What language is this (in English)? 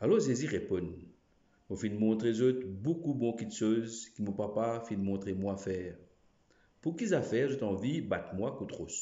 Morisyen